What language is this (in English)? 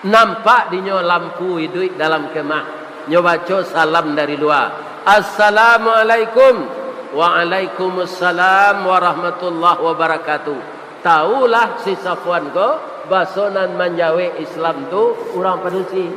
Minangkabau